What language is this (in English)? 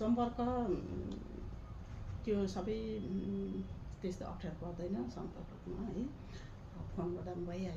Nepali